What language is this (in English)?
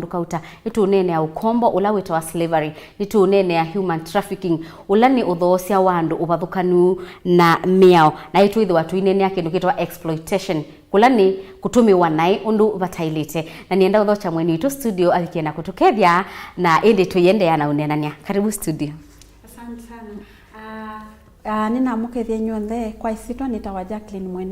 Kamba